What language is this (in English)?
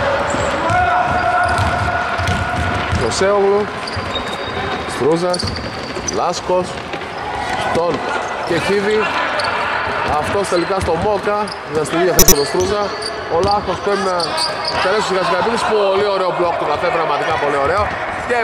Greek